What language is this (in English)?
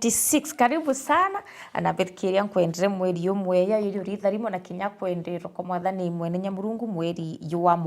Meru